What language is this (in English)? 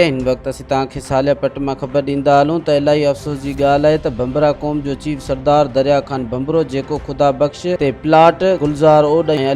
Sindhi